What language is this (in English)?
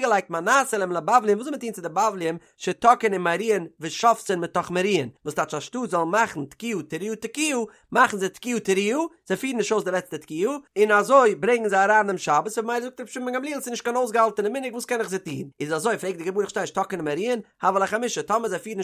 Yiddish